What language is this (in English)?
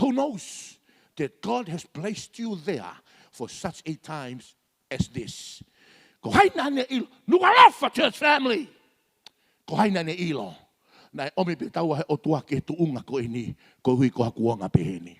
Tongan